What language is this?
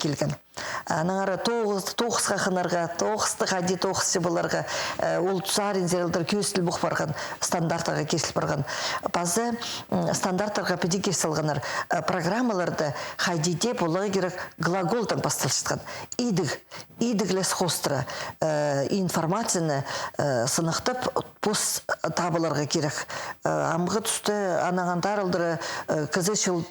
Khakas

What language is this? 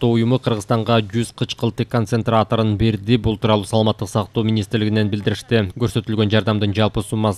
Kyrgyz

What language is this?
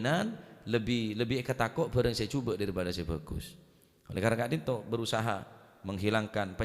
Madurese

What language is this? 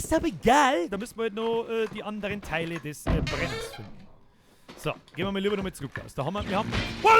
Bavarian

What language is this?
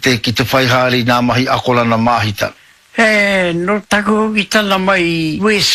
Māori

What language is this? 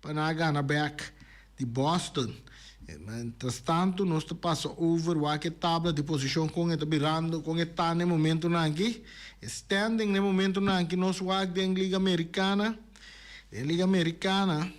Papiamento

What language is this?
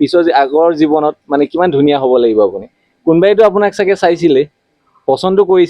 Assamese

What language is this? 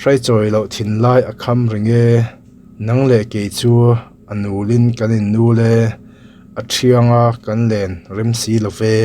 Mizo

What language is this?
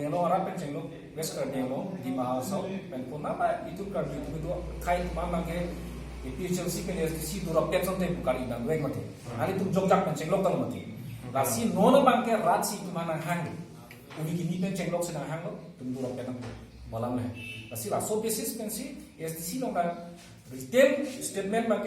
Karbi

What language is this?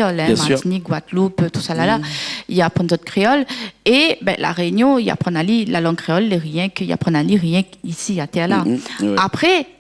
Réunion Creole French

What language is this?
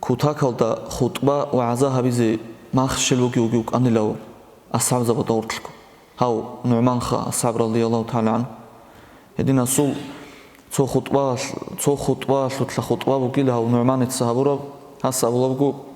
Avaric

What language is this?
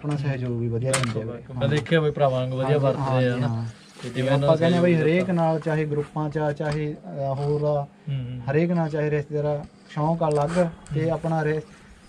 Punjabi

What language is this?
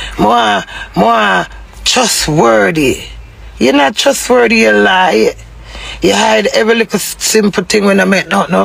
Jamaican Creole English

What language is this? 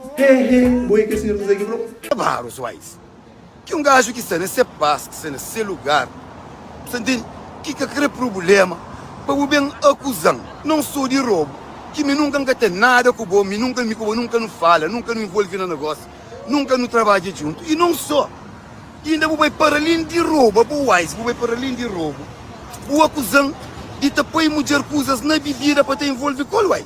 Kabuverdianu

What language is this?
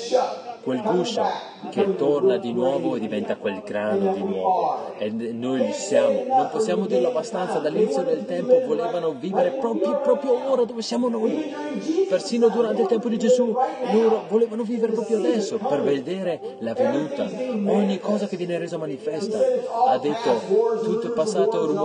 Italian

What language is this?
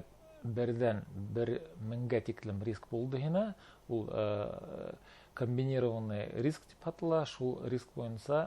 Bashkir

